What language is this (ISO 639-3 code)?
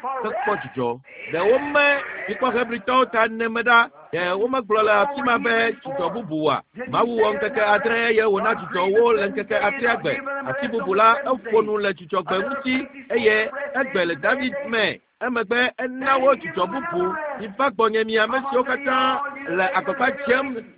ewe